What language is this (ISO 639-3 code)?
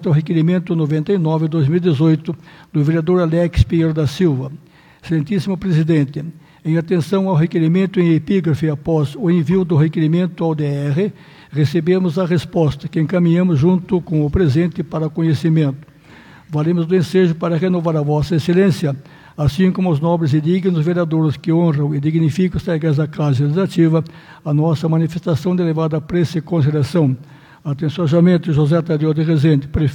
por